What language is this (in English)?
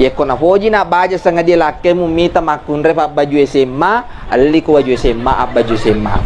Buginese